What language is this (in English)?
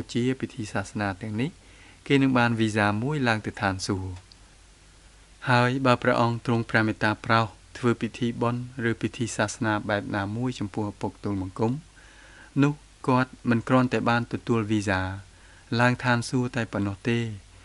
Khmer